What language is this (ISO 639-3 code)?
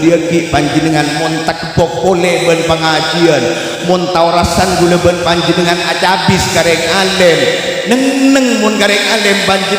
mad